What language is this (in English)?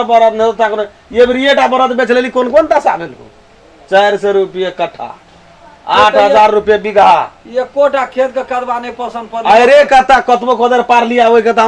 Maithili